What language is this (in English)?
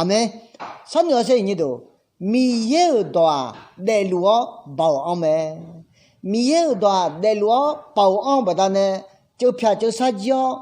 Akha